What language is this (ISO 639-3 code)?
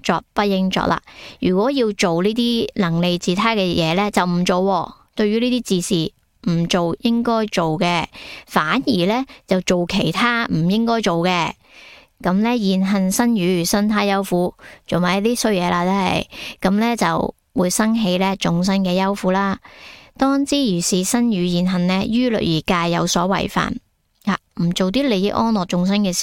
yue